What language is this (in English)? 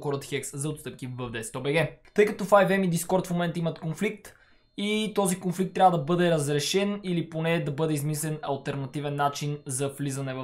Bulgarian